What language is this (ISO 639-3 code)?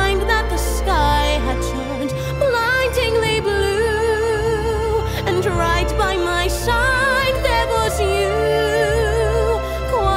eng